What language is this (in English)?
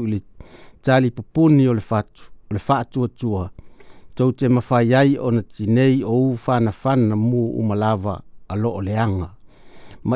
Samoan